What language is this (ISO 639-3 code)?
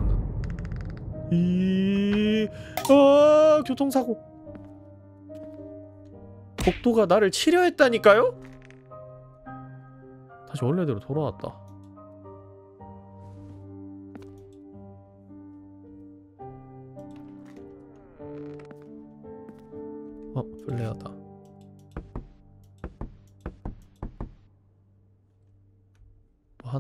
kor